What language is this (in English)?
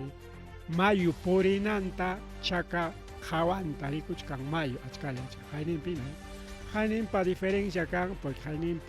Ayacucho Quechua